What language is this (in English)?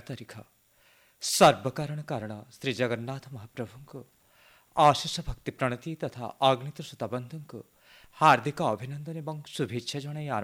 Odia